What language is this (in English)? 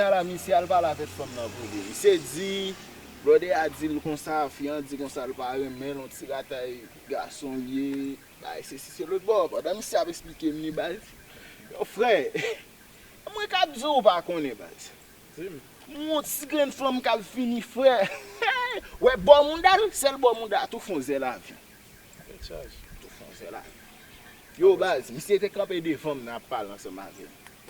Haitian Creole